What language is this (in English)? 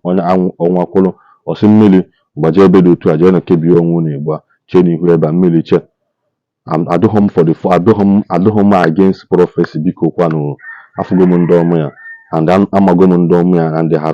Igbo